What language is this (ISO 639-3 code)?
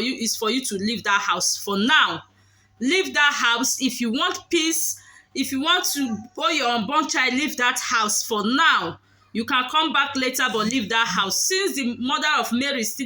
pcm